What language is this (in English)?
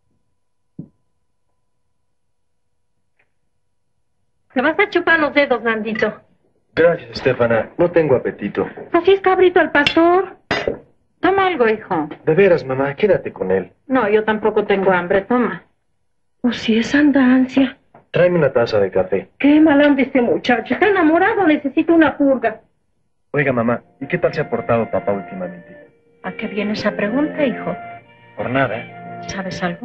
Spanish